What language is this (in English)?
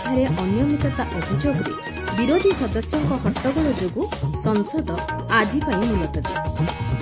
Odia